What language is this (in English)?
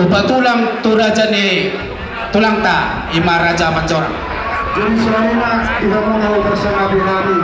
Batak Toba